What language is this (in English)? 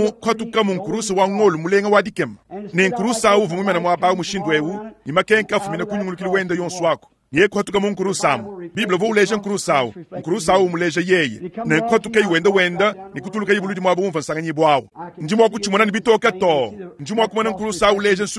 Luba-Lulua